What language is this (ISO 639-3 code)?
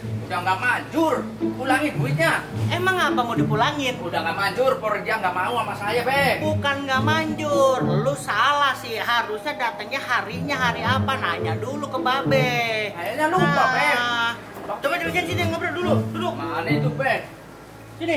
bew